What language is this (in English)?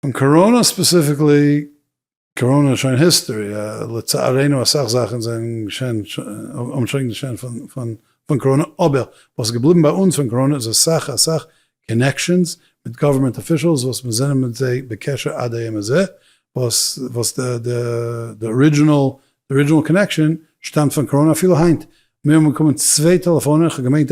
Yiddish